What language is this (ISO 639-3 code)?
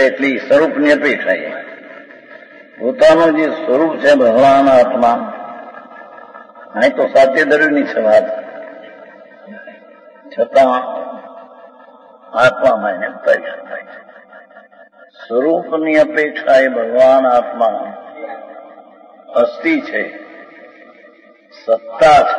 guj